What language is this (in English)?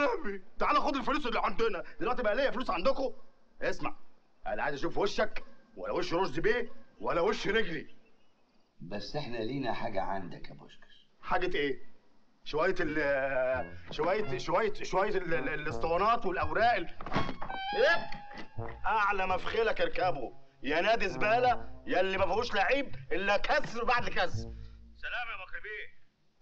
Egyptian Arabic